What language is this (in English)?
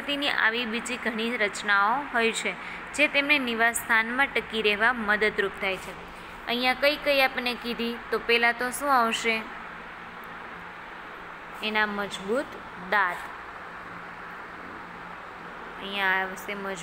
Gujarati